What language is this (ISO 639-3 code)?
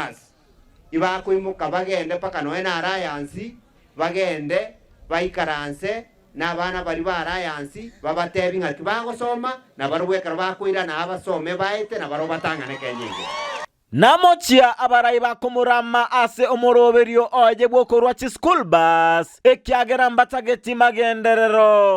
guz